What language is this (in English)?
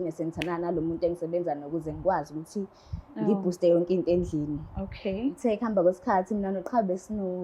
Zulu